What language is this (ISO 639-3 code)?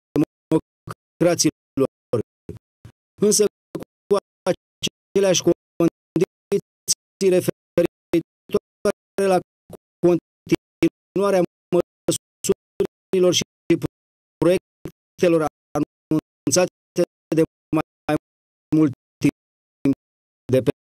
ron